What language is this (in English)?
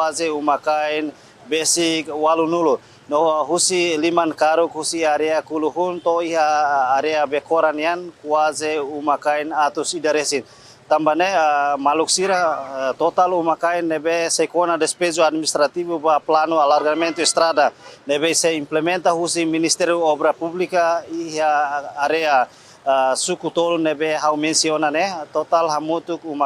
Tetum